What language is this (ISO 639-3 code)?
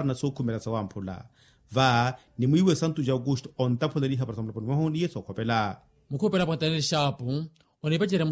vmw